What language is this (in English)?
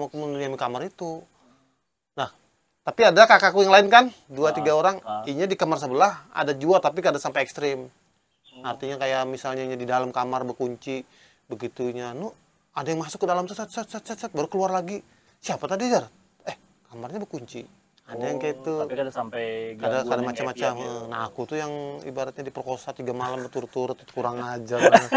Banjar